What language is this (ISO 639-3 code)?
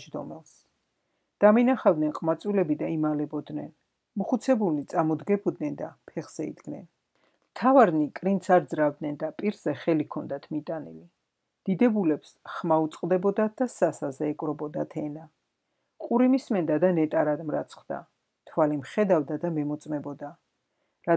kat